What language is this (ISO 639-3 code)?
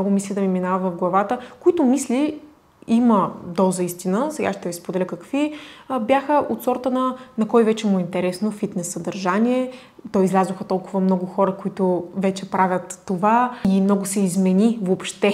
bul